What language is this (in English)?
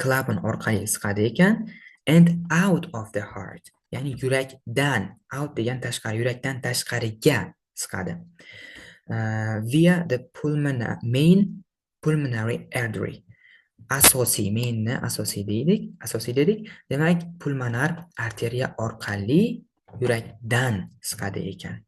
Uzbek